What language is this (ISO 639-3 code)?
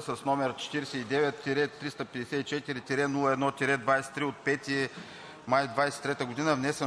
bul